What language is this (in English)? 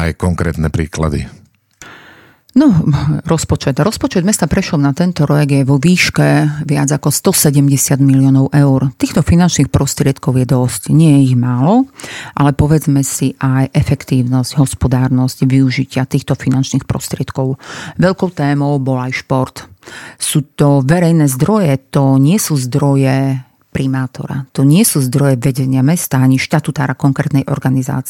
Slovak